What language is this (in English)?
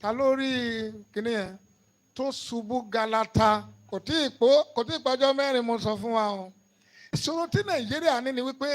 Yoruba